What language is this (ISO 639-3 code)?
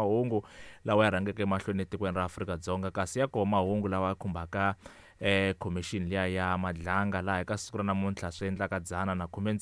tso